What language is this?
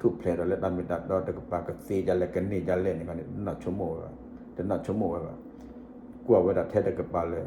S'gaw Karen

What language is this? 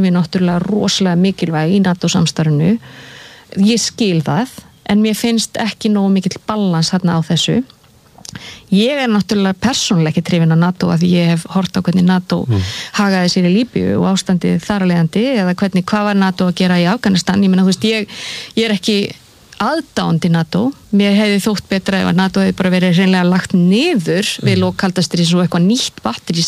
Icelandic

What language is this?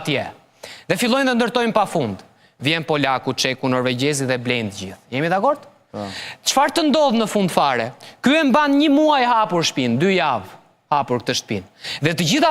Albanian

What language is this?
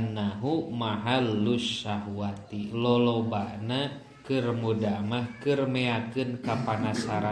Sundanese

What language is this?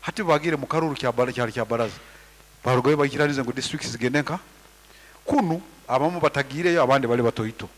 Nyankole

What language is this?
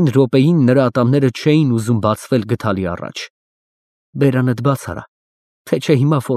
Armenian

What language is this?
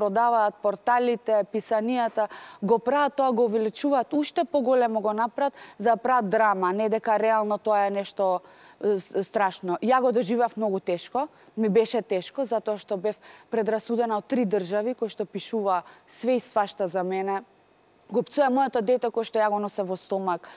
Macedonian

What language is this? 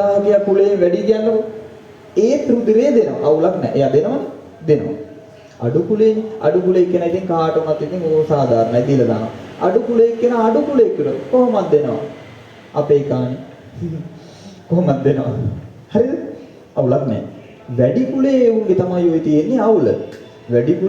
Sinhala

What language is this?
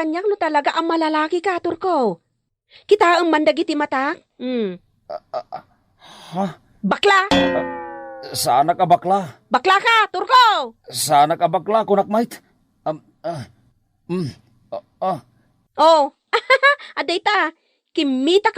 Iloko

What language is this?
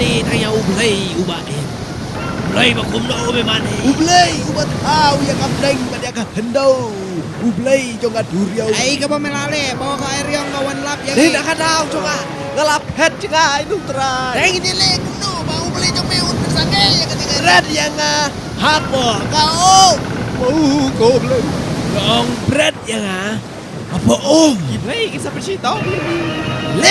Khasi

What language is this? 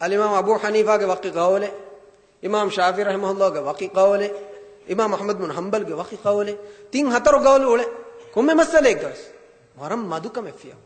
Divehi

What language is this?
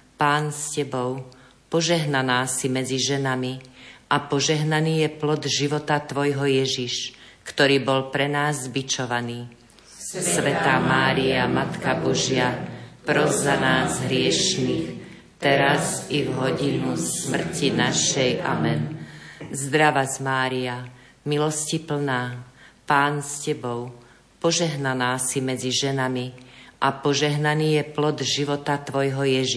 Slovak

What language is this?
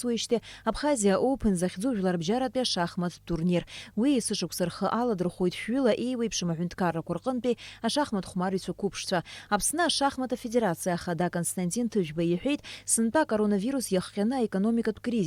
Abkhazian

